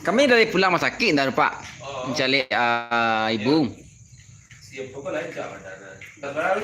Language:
Minangkabau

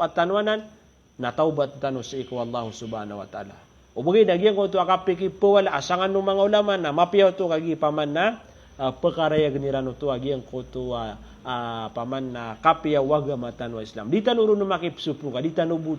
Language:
Maranao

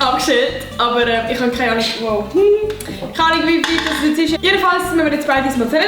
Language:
Swiss German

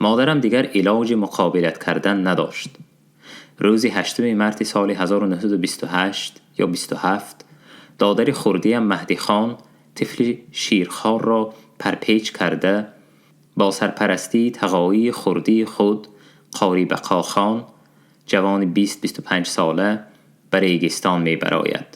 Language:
Tajik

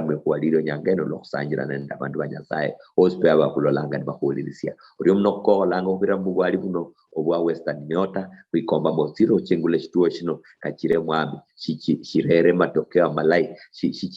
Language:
Luyia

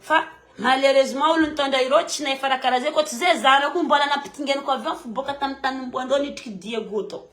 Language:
Malagasy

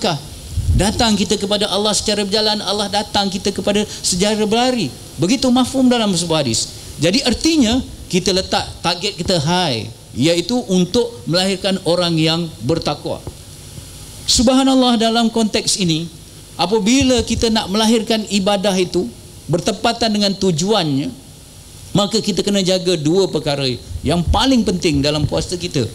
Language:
Malay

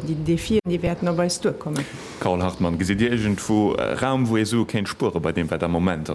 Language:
Luxembourgish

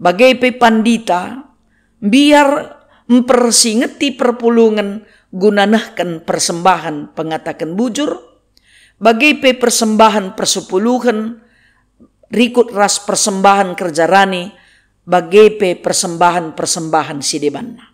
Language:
Batak Karo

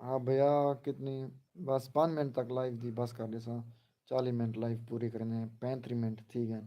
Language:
Saraiki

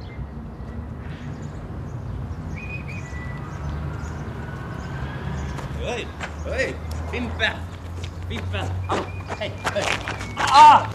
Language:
Swedish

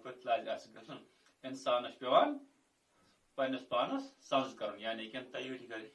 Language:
Kashmiri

